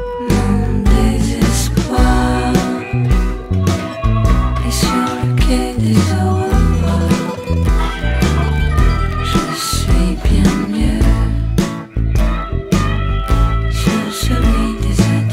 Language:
French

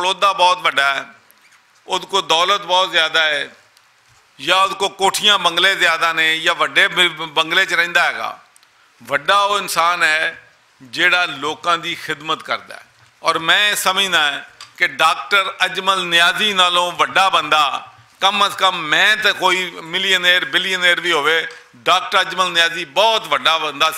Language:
Western Panjabi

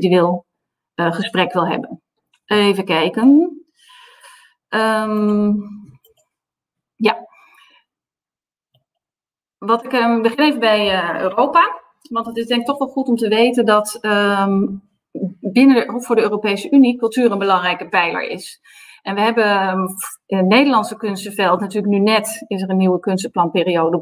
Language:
Dutch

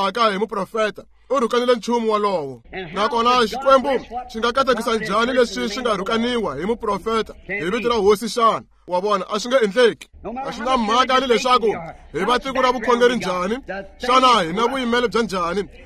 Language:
Tsonga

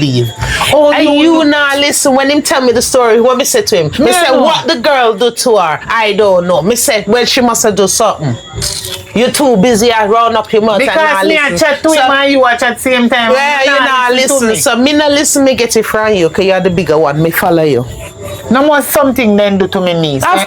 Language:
Jamaican Creole English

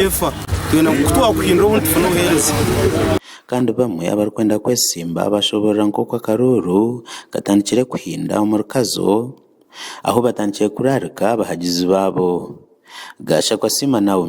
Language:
Nyankole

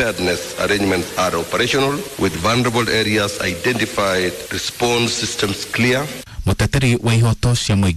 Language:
Kikuyu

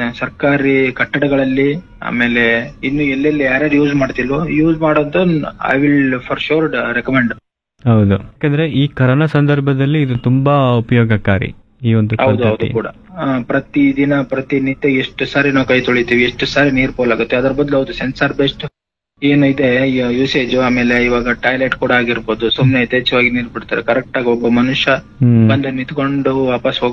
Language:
Kannada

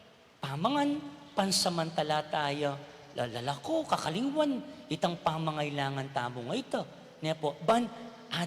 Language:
Pampanga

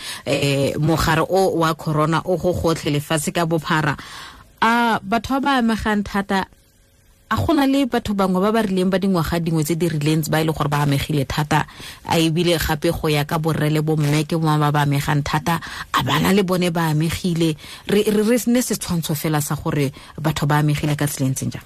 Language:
Tswana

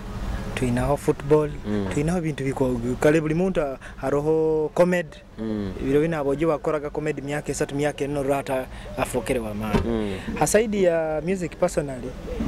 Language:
Nyoro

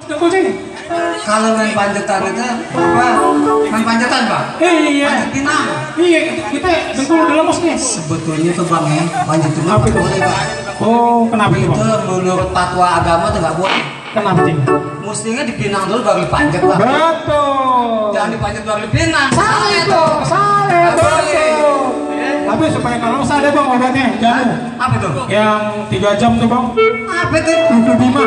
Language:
Betawi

